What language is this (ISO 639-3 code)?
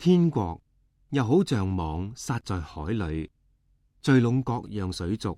yue